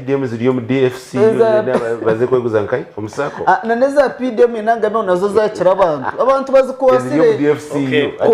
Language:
Nyankole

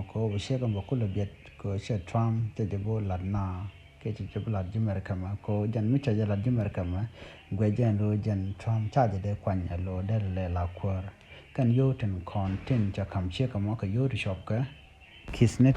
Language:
Nuer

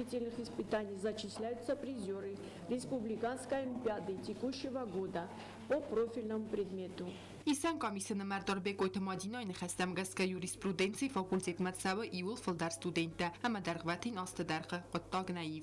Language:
Ossetic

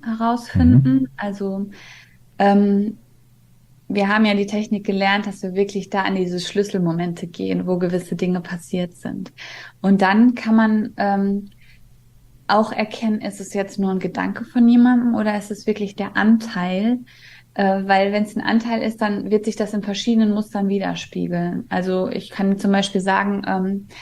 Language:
German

